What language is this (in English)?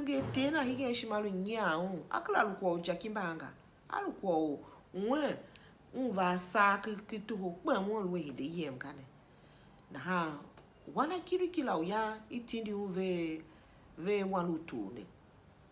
Tiv